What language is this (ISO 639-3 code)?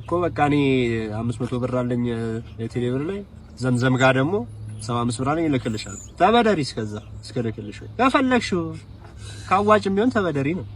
amh